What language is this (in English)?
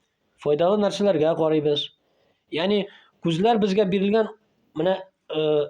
Tatar